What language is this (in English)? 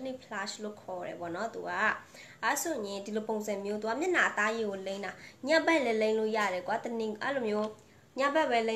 Burmese